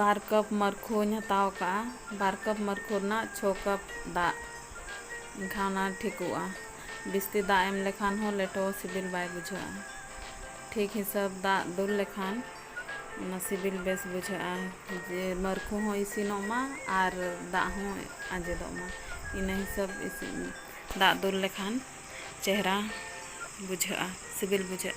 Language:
Santali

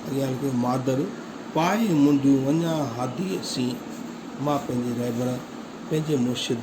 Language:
Sindhi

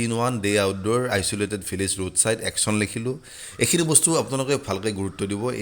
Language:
Assamese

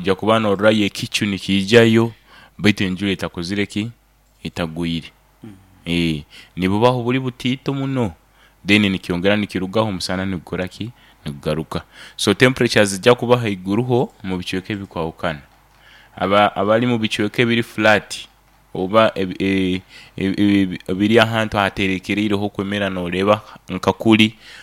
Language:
Nyoro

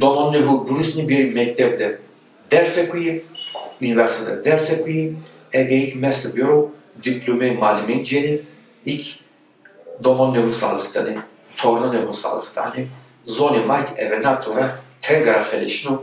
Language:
Zaza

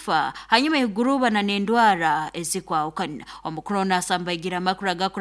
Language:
Nyoro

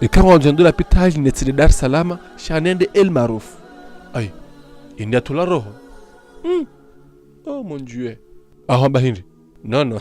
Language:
Ngazidja Comorian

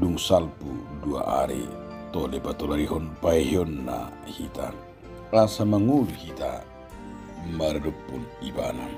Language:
Batak Toba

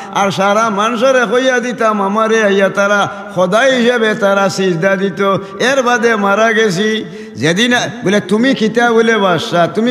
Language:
Sylheti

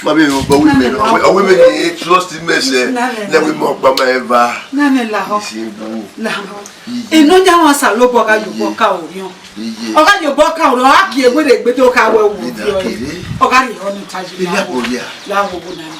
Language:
Bini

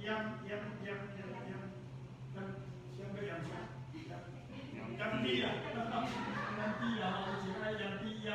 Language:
Min Nan Chinese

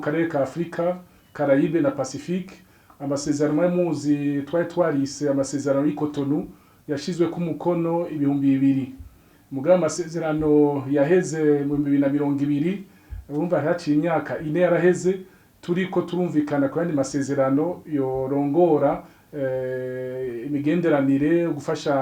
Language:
Rundi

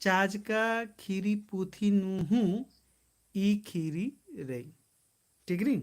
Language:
Kurukh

